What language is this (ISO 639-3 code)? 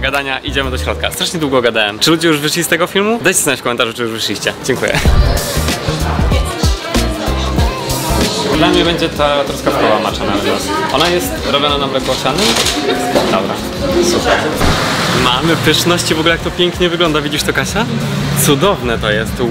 pol